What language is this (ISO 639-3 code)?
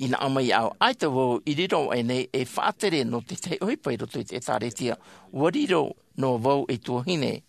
tah